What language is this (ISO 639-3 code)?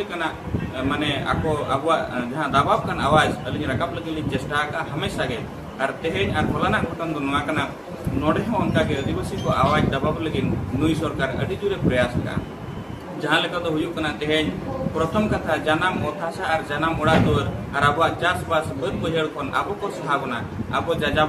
sat